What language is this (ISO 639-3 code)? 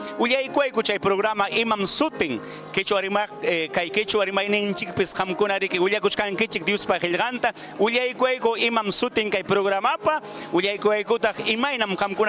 quy